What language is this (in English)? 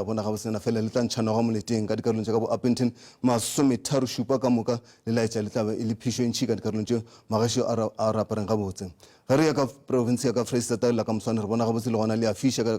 Northern Sotho